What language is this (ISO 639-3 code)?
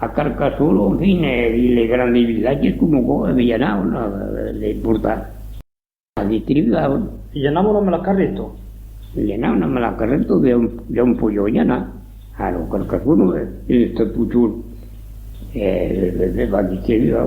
oci